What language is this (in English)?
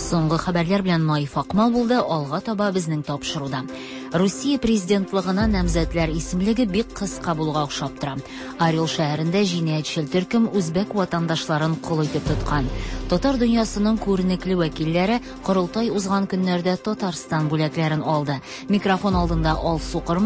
Tatar